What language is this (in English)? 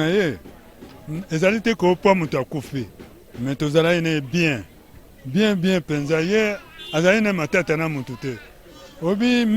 Lingala